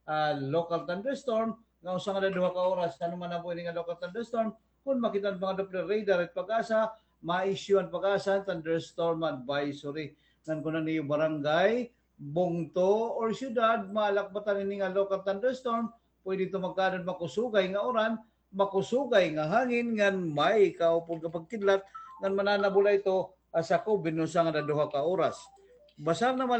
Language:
Waray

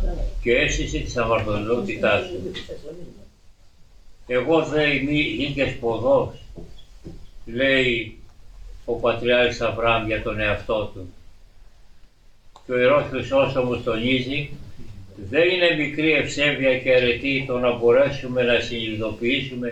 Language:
Greek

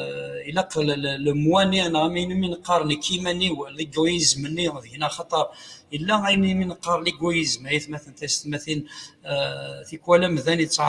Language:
Kabyle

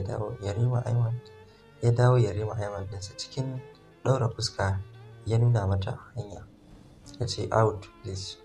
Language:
Hausa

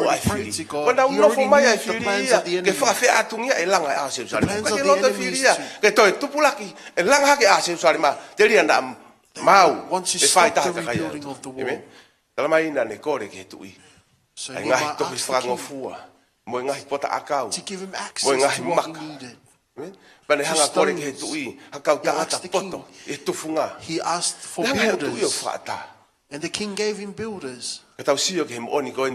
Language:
Tongan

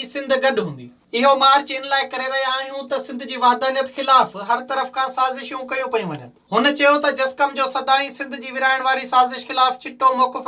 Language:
Sindhi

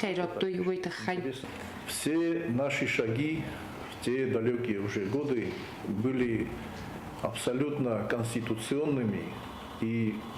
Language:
Ossetic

